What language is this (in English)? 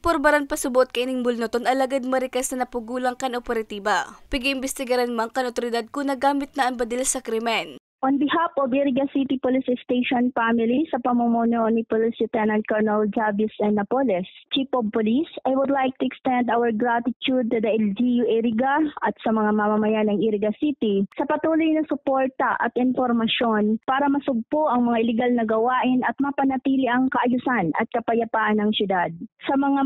Bikol